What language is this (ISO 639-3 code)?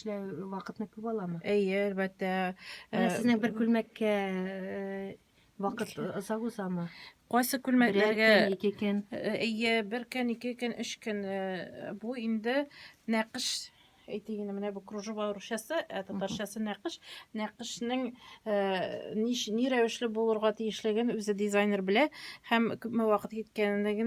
tat